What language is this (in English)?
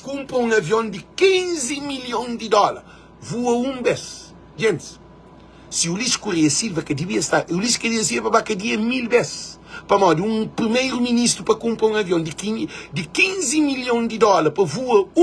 Kabuverdianu